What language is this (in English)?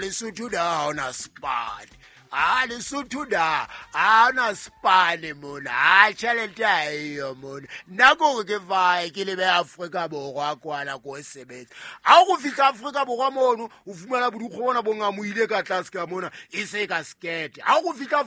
Southern Sotho